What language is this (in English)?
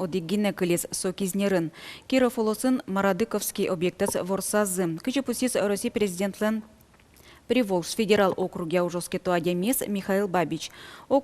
Udmurt